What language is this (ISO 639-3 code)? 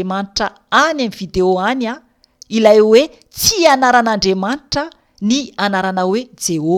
mlg